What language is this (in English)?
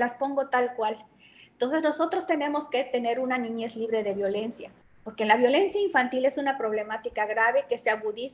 Spanish